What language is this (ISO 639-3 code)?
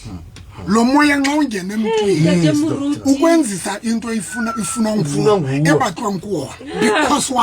sot